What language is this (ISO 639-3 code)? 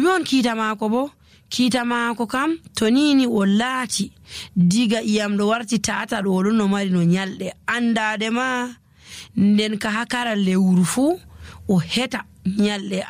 fuv